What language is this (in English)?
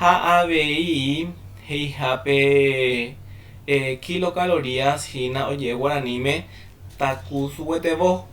Guarani